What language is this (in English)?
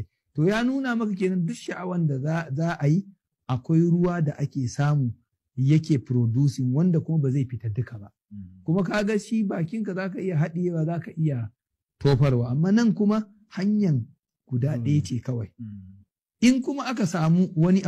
Hausa